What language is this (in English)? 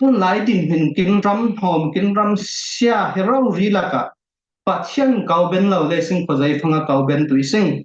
Falam Chin